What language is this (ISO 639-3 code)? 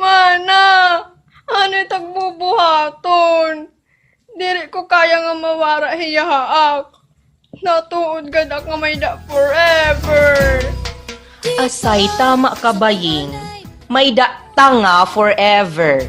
war